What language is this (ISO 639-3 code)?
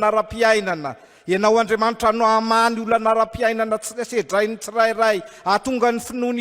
mlg